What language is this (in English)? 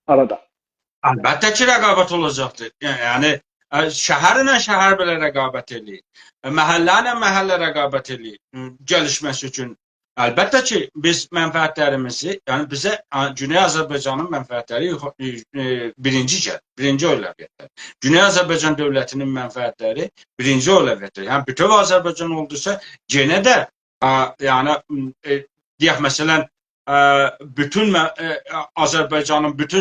South Azerbaijani